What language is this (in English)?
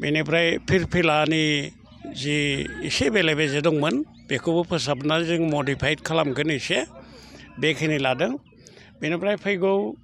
Bodo